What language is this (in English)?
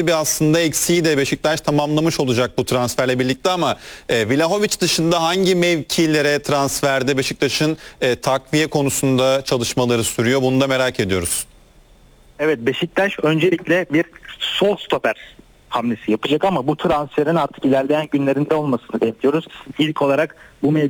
Turkish